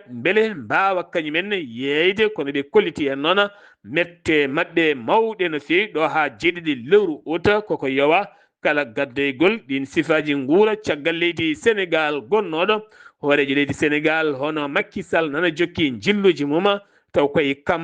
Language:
Fula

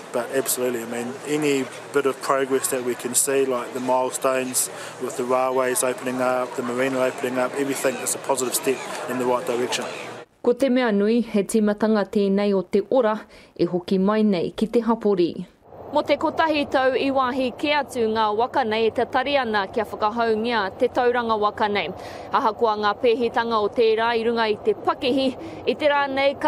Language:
Māori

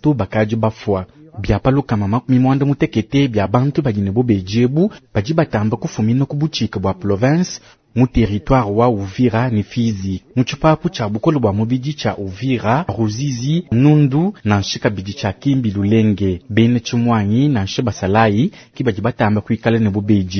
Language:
Luba-Lulua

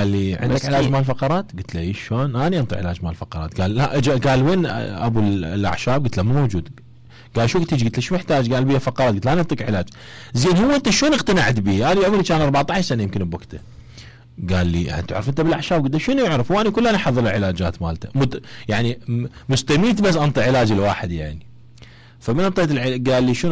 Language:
Mesopotamian Arabic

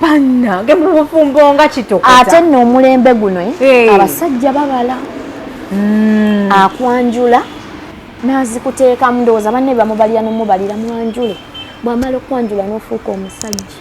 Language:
Ganda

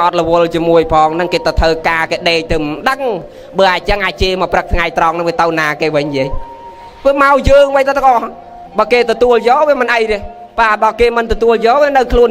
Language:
Khmer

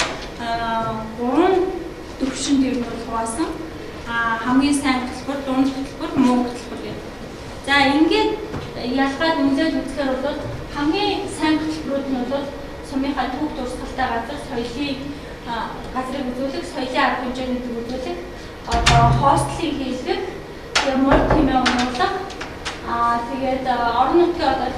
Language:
Mongolian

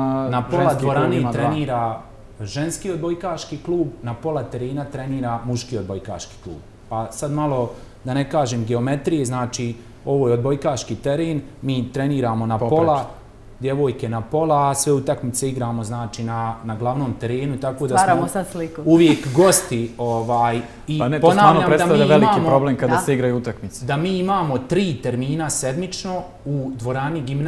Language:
Bosnian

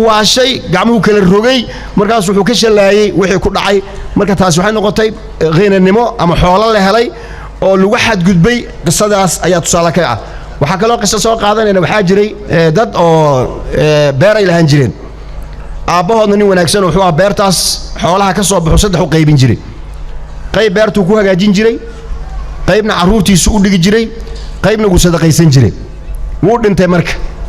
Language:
Somali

